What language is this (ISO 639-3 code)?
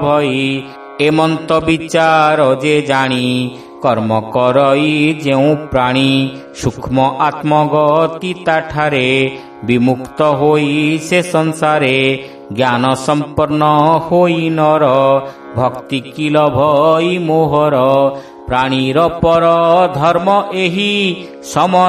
ori